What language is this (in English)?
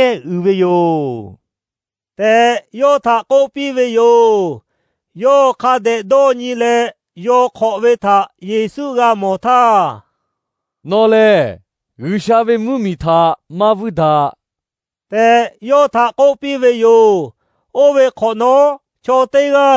Lahu